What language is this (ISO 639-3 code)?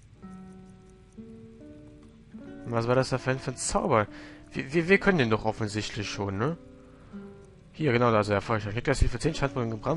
deu